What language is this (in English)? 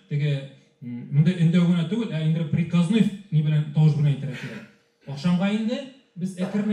Tatar